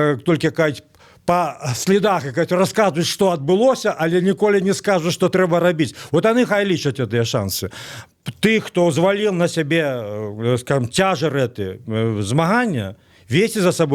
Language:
Belarusian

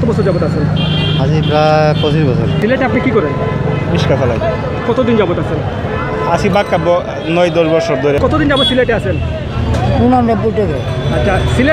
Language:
Sylheti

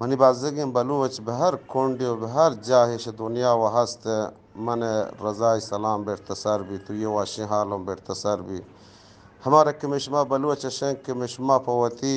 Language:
Eastern Balochi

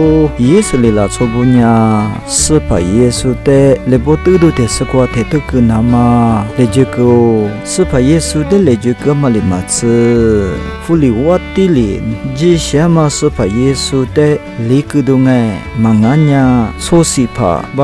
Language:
Lisu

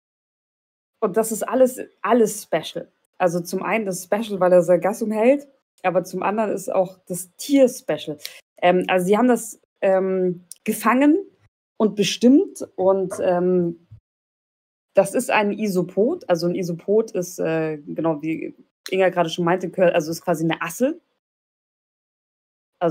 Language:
German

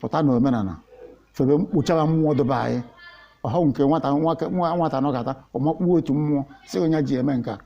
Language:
Igbo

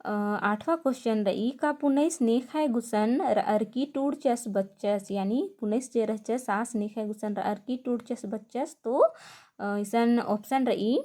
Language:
Kurukh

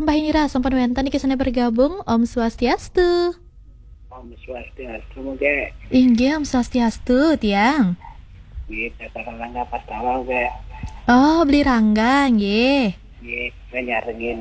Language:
Balinese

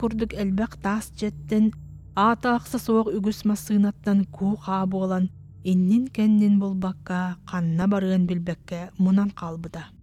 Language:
Yakut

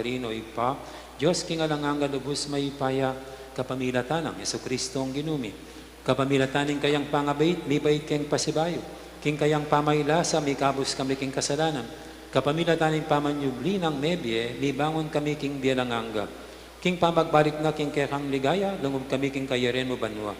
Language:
Pampanga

